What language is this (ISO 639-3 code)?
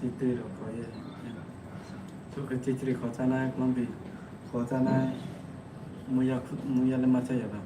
ria